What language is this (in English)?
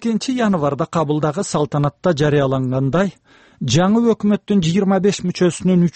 Kyrgyz